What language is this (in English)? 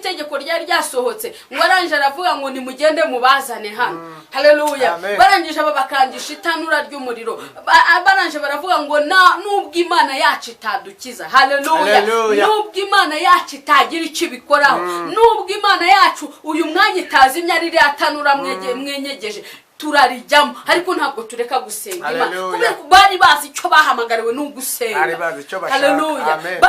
Kinyarwanda